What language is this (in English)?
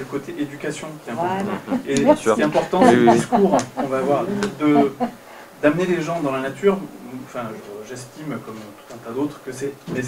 French